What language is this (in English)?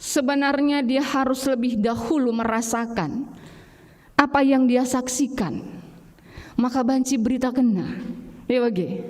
Batak Karo